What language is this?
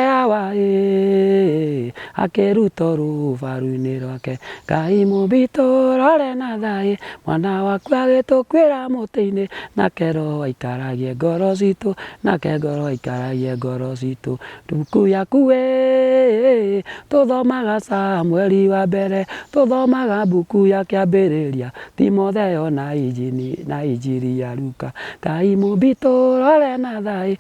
Kikuyu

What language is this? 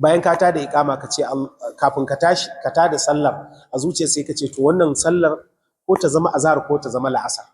Hausa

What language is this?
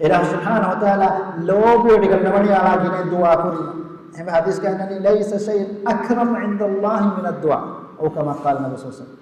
Divehi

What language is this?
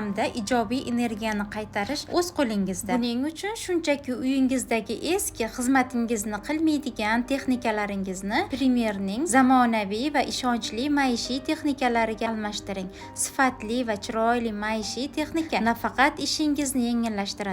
Uzbek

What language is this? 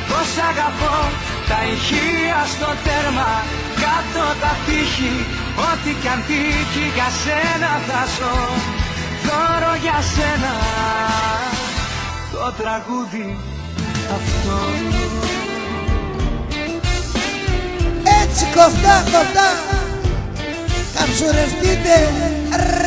Greek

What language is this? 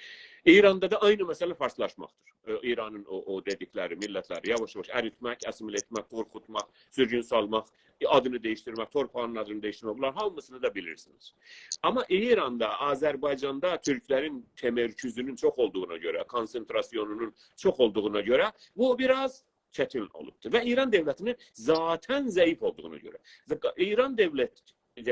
South Azerbaijani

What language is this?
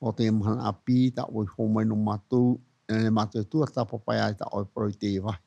Tahitian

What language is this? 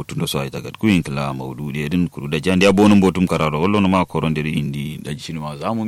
Kanuri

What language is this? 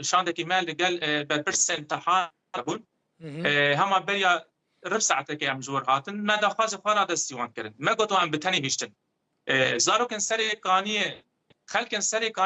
Kurdish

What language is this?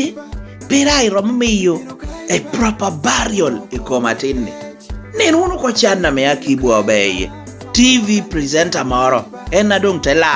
Lango (Uganda)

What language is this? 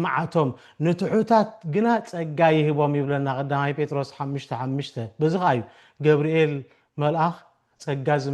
Tigrinya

